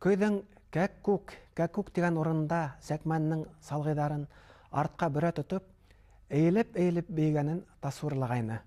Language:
Bashkir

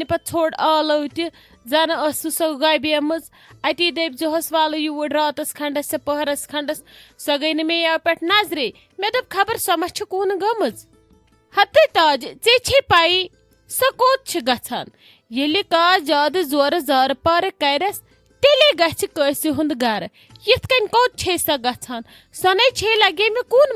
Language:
Kashmiri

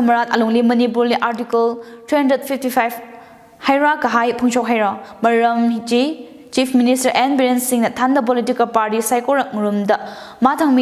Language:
Tangkhul Naga (India)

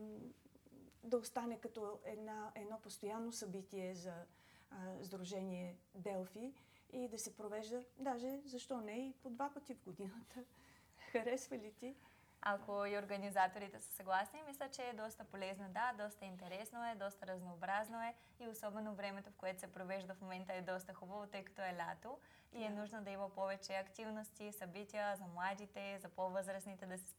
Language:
Bulgarian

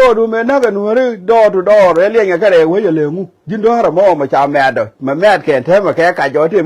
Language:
Nuer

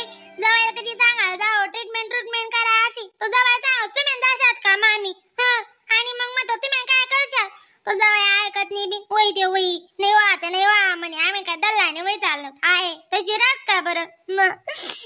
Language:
Khandesi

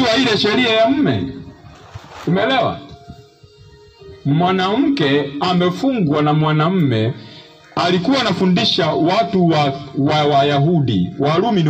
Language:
Swahili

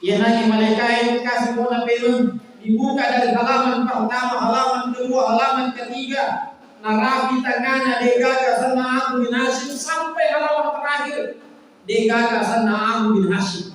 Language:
Buginese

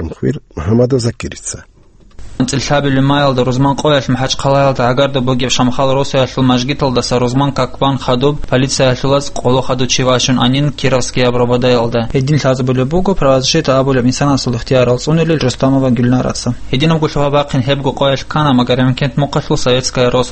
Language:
Avaric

